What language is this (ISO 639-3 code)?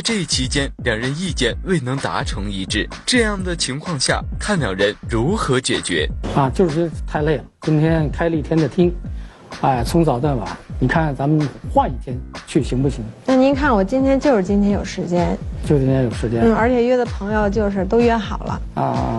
zho